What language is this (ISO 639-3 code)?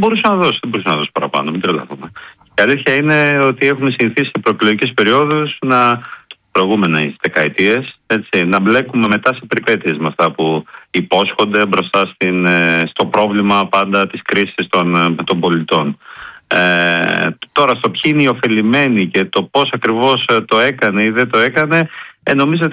ell